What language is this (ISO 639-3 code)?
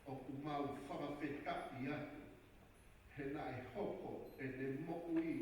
ton